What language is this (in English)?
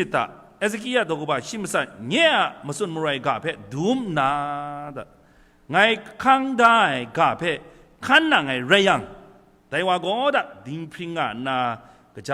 Kachin